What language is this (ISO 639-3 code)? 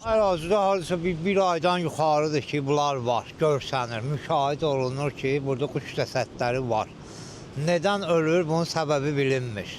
aze